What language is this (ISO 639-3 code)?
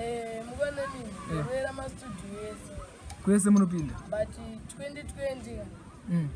sna